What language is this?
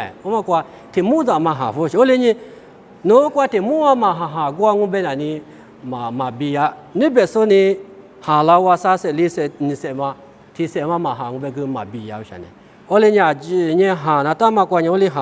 Lisu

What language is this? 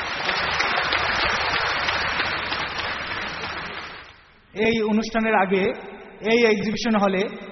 Bangla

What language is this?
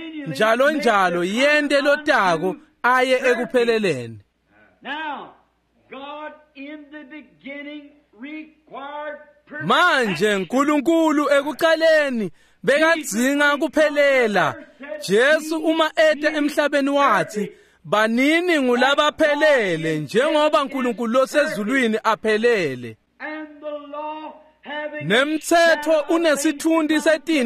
Swati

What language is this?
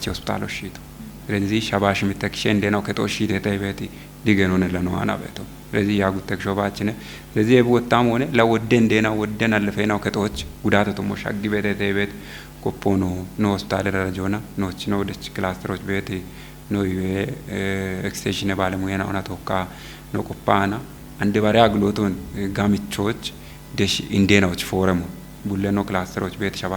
Kafa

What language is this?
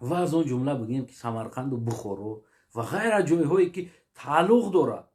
Tajik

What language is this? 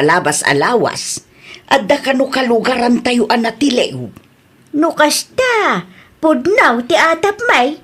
Iloko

